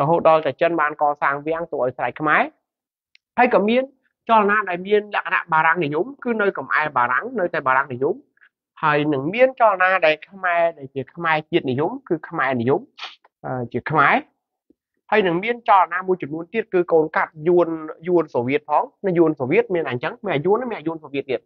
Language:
Khmer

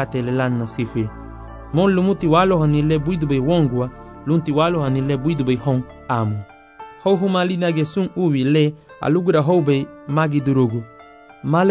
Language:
Garifuna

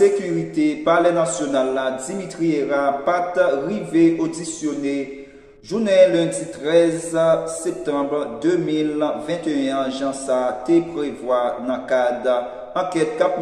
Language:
Haitian Creole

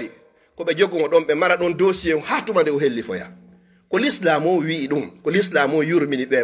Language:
Fula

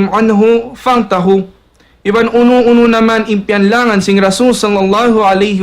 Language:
Tausug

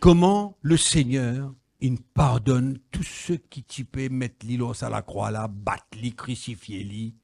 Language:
Morisyen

